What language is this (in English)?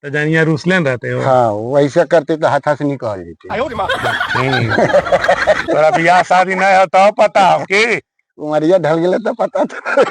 Magahi